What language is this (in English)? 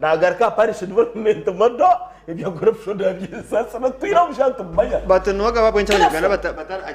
Nyankole